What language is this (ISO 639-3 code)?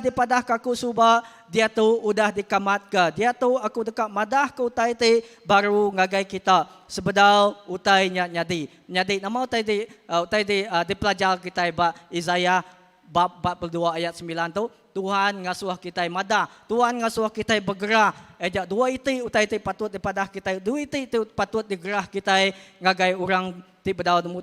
iba